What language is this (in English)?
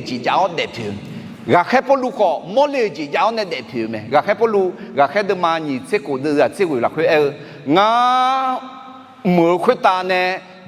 Akha